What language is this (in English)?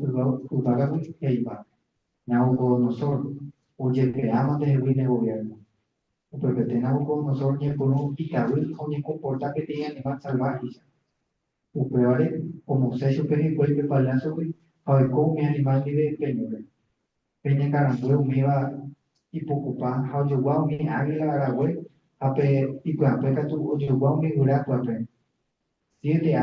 Guarani